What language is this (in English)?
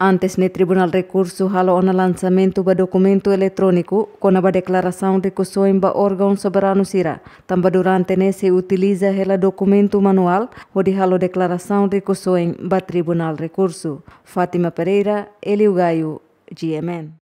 Tetum